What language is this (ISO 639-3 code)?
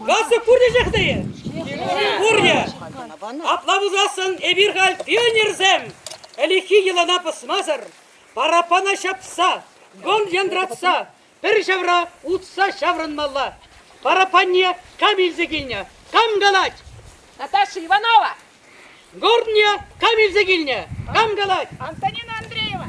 chv